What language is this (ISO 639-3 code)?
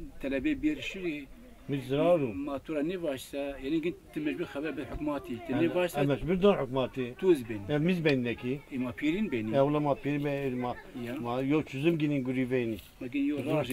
zza